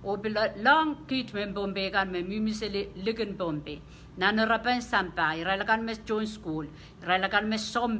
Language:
Pohnpeian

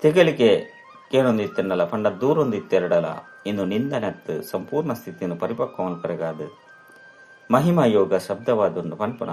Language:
Tulu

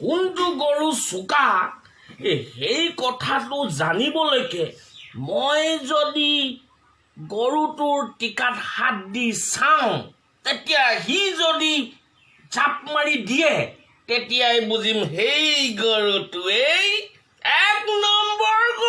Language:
Assamese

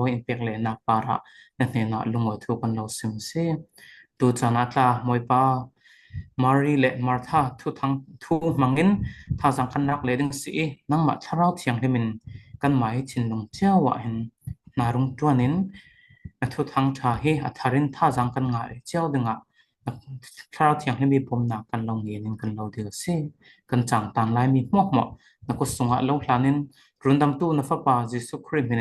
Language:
Falam Chin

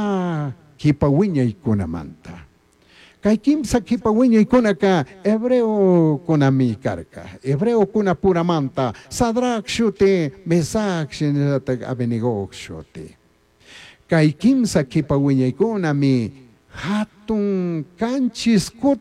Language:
Chimborazo Highland Quichua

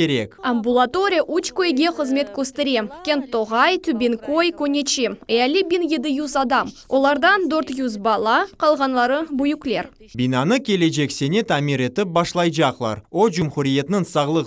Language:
Crimean Tatar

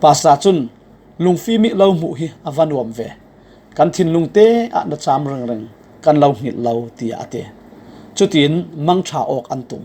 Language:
Falam Chin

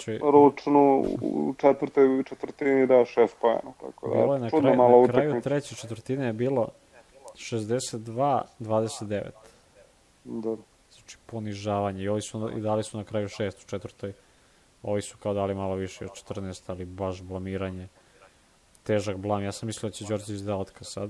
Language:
Serbian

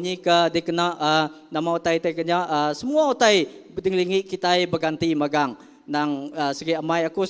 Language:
Iban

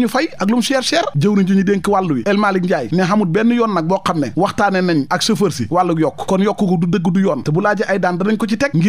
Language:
Wolof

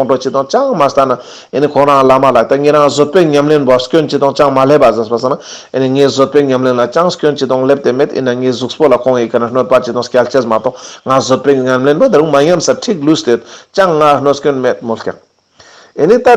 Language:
Ladakhi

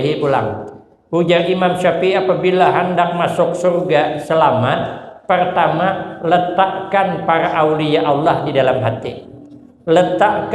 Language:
Banjar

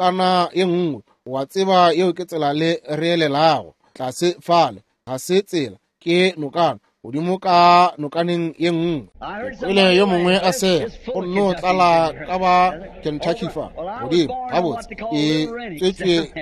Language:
Northern Sotho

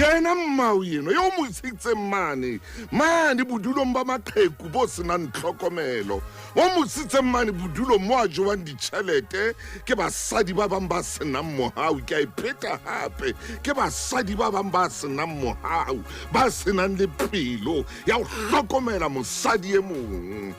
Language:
Southern Sotho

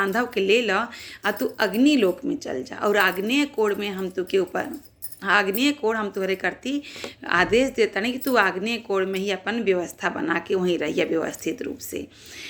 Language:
Bhojpuri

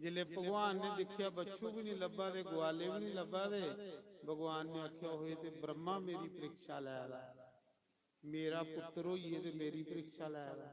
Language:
Dogri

